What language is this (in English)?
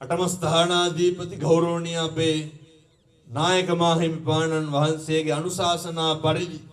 Sinhala